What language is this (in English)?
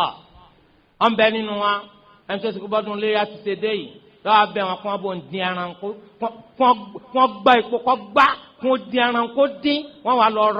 Yoruba